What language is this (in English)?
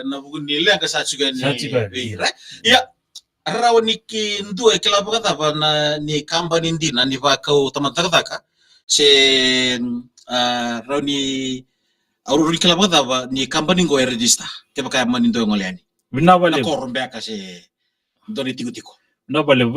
Fijian